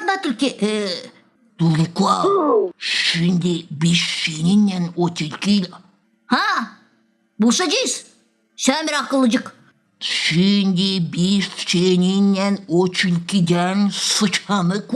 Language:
Gagauz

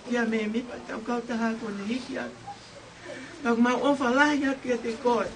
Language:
Tongan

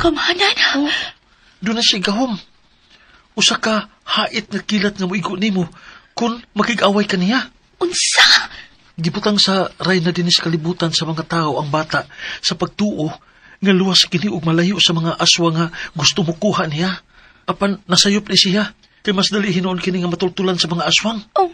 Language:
Cebuano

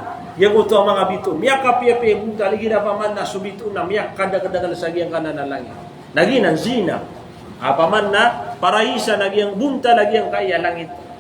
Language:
Maranao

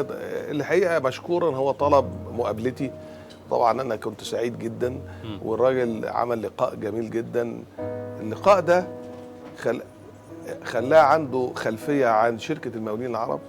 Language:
Egyptian Arabic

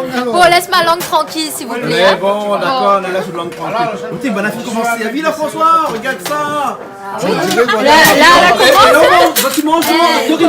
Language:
Réunion Creole French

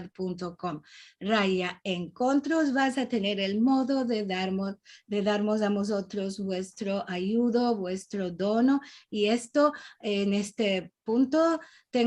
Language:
Ladino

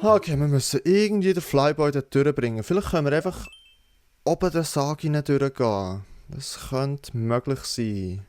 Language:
Swiss German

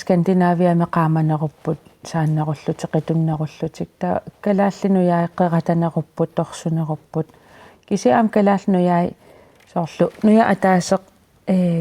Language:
Kalaallisut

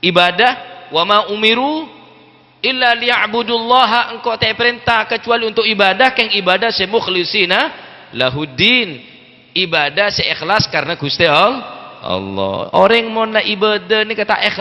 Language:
Madurese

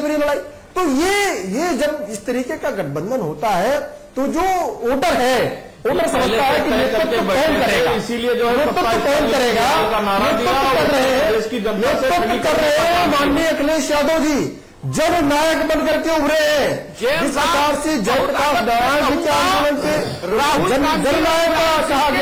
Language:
Hindi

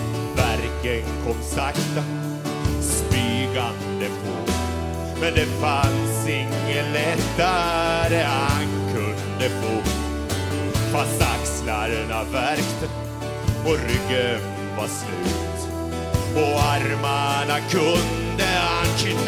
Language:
Swedish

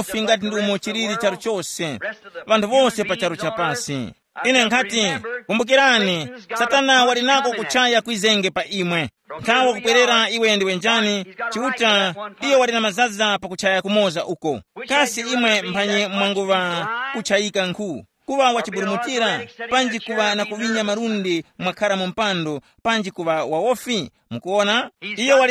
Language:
Tumbuka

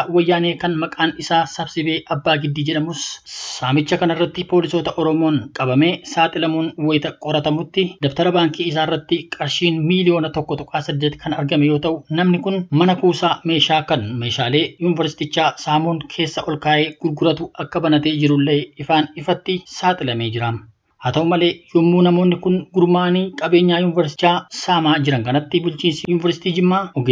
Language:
Oromo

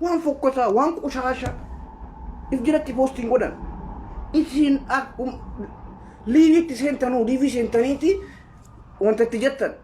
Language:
Oromo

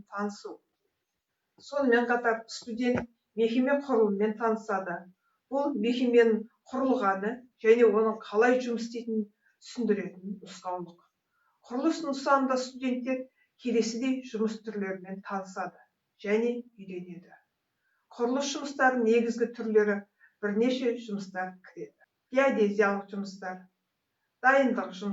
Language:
Kazakh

